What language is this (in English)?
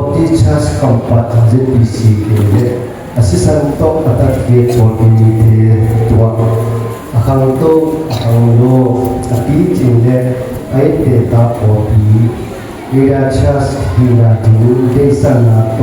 Tedim Chin